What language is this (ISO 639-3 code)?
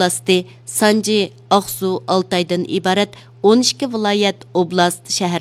uig